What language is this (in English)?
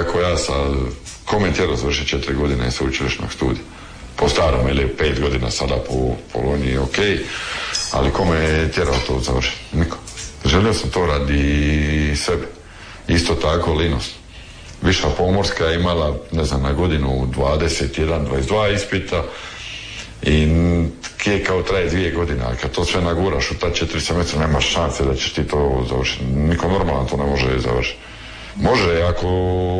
Croatian